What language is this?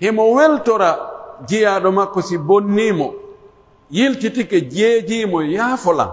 Pular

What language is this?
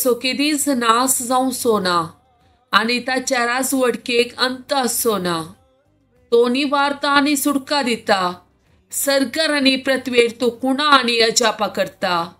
Konkani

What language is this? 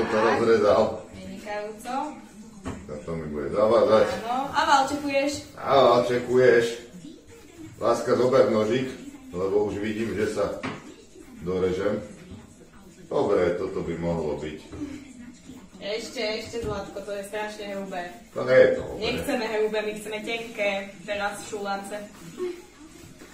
Slovak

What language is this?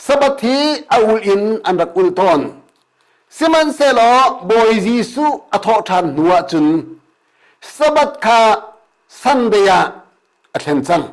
Hakha Chin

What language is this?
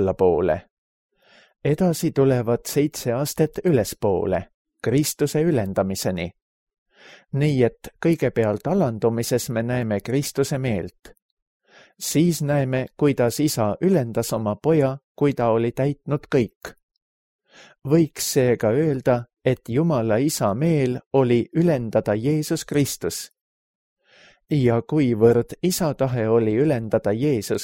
Estonian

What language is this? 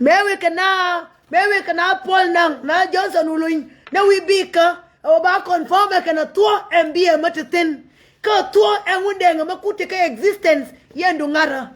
Nuer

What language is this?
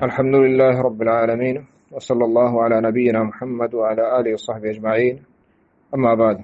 Eastern Balochi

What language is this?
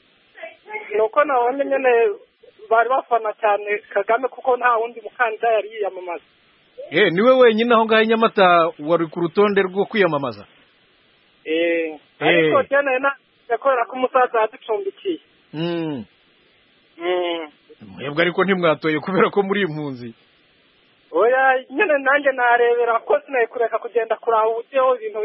Kinyarwanda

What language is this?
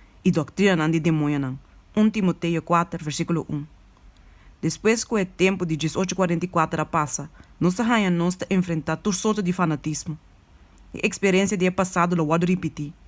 Papiamento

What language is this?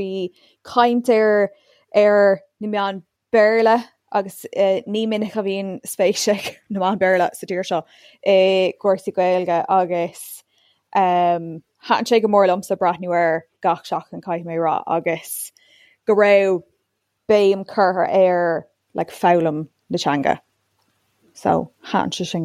Irish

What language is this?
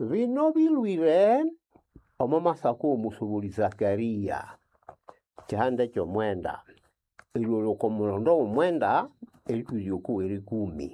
Nande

